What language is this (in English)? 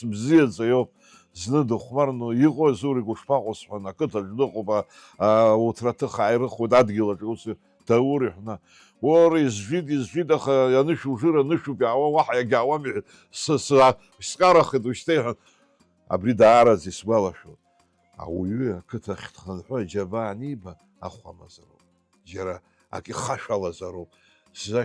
Abkhazian